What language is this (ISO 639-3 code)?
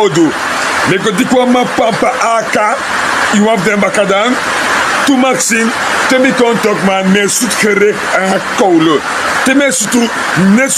srn